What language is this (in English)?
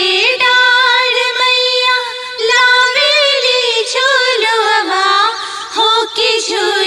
Bhojpuri